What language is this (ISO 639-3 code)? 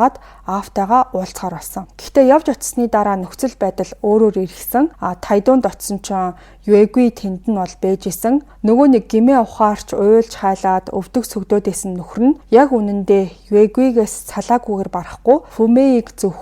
mon